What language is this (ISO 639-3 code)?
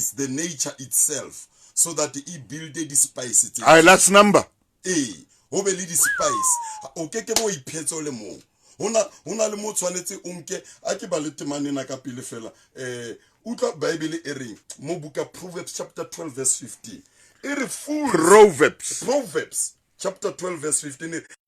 sot